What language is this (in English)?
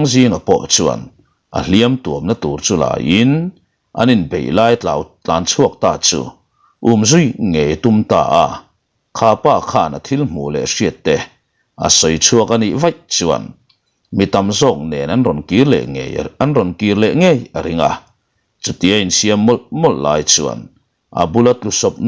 Mizo